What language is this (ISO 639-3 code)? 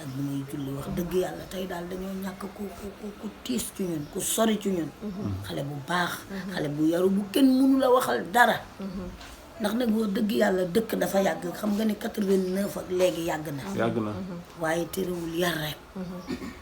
wol